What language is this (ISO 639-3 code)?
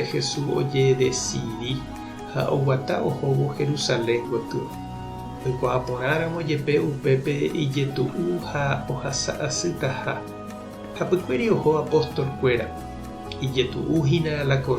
grn